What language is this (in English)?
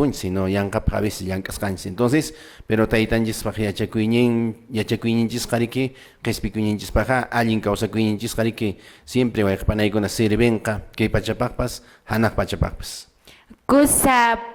Quechua